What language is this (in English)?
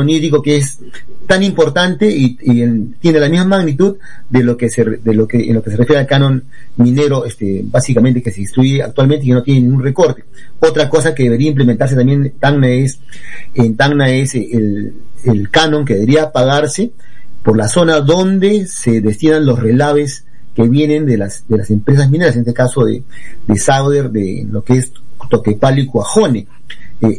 Spanish